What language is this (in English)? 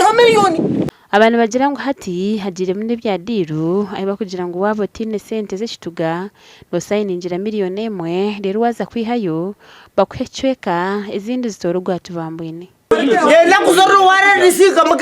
Nyankole